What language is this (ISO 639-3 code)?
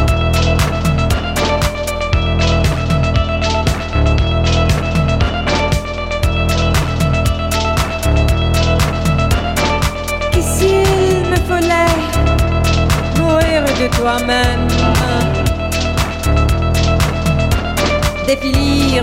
bul